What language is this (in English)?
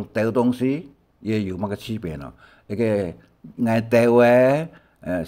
Hakka Chinese